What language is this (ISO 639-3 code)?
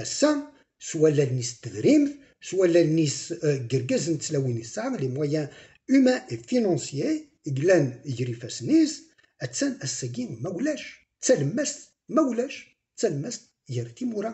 kab